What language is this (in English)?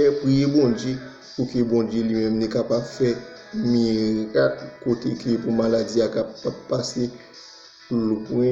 Haitian Creole